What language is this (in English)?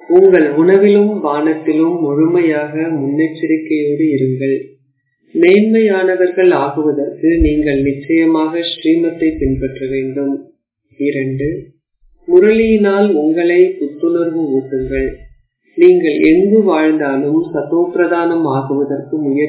Tamil